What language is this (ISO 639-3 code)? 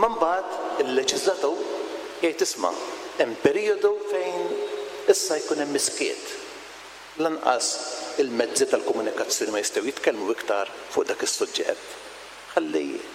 mlt